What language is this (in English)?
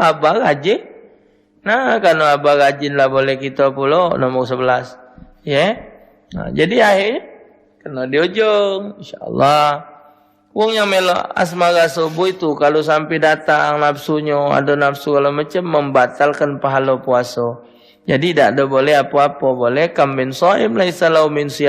Musi